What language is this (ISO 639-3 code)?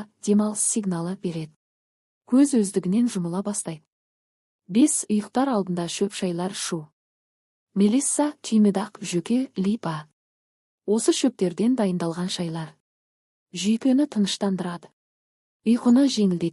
kaz